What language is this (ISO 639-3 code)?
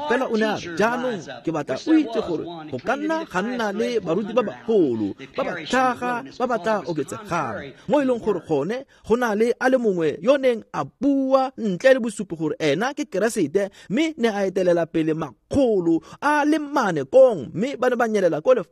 tsn